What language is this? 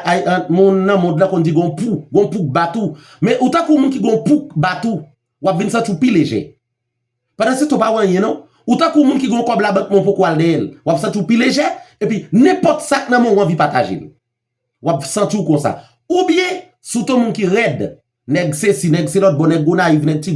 Haitian Creole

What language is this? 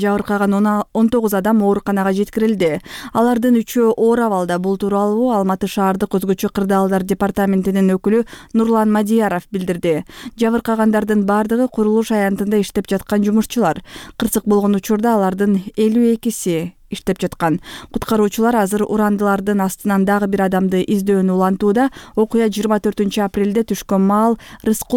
Kyrgyz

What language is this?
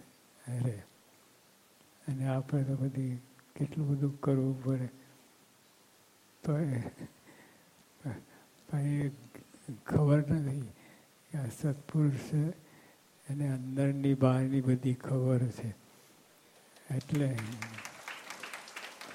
Gujarati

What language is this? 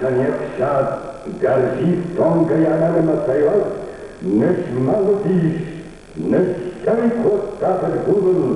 Ossetic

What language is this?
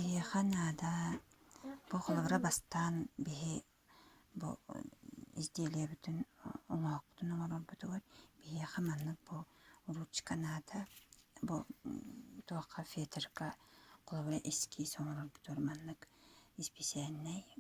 Yakut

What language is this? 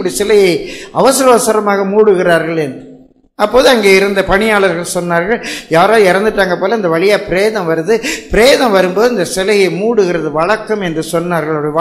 Tamil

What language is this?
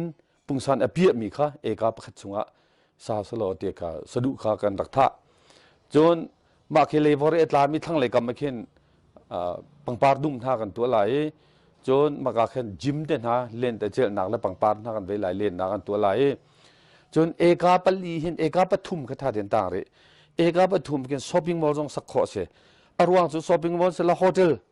Hakha Chin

